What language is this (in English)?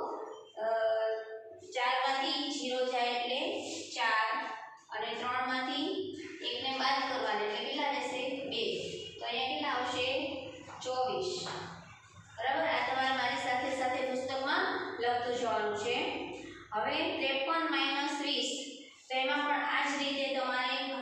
Gujarati